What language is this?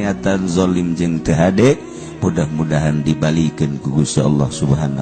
Sundanese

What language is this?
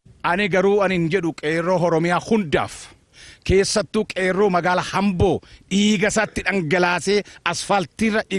Oromo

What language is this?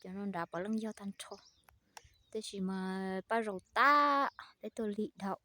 Hmong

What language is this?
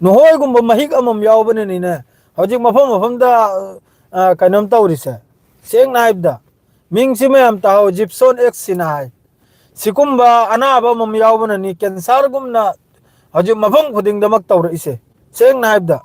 Manipuri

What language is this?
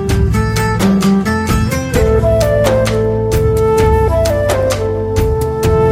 Tamil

